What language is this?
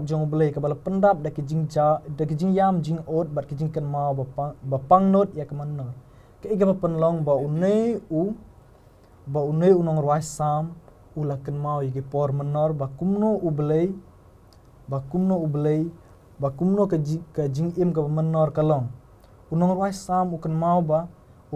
Khasi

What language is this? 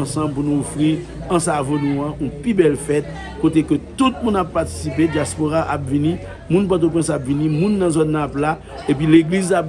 Haitian Creole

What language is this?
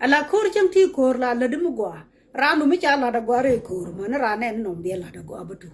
Nuer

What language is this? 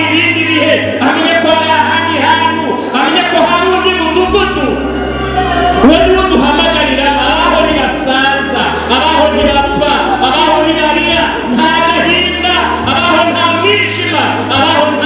Kinyarwanda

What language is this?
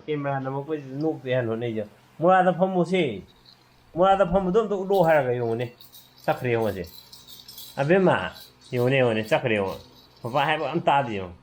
Manipuri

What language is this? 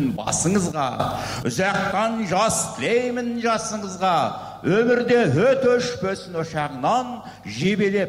Kazakh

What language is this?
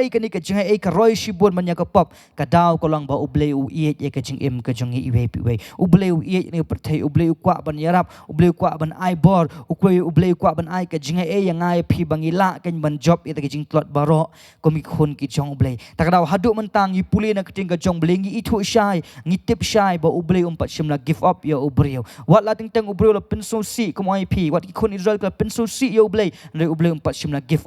Khasi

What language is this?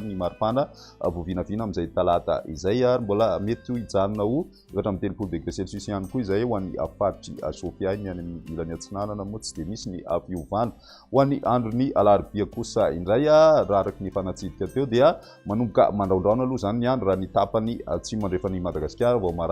Malagasy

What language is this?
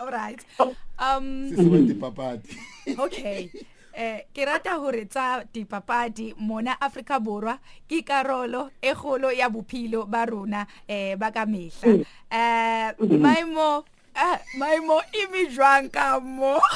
English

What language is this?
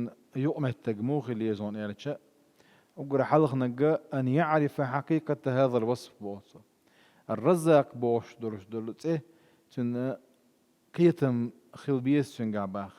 Chechen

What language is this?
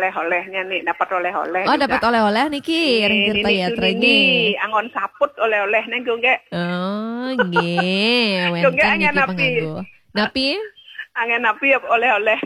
Balinese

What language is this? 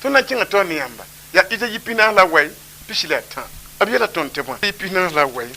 Mossi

